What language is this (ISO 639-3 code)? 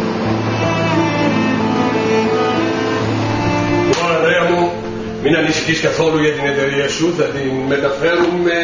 ell